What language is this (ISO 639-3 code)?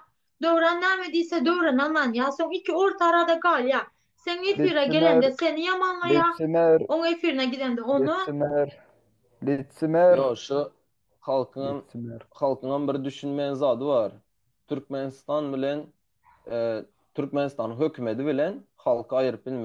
tuk